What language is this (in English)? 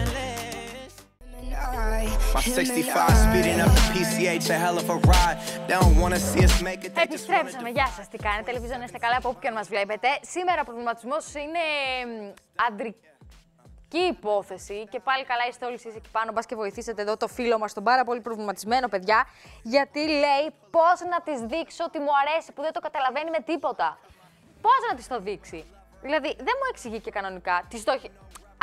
Greek